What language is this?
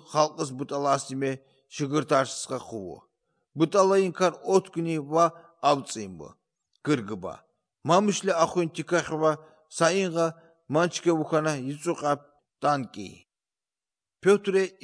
Azerbaijani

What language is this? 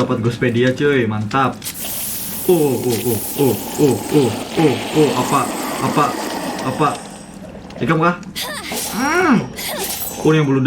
Banjar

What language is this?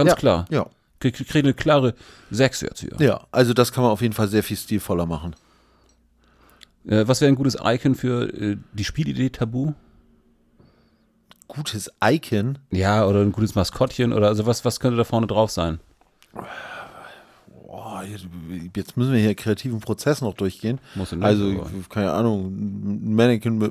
German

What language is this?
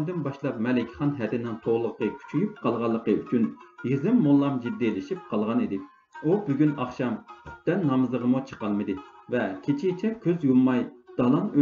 Uyghur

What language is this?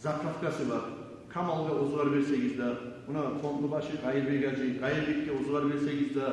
Kumyk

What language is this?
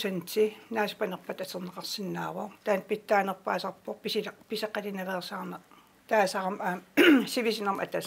Kalaallisut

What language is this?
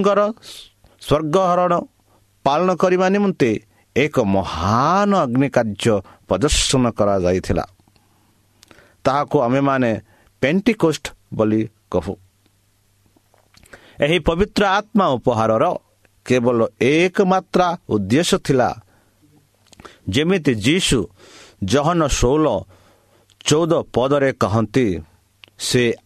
Odia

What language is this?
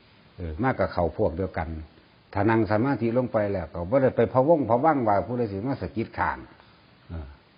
Northeastern Thai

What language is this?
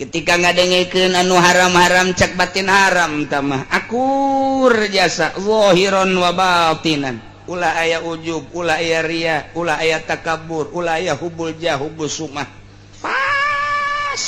Sundanese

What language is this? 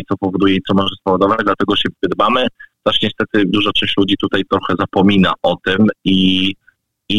Polish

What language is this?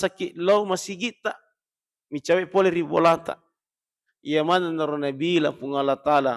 Buginese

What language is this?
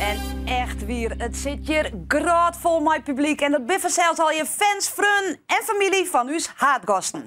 Western Frisian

